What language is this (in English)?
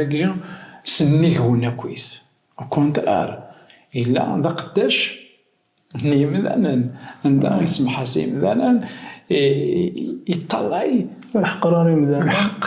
Kabyle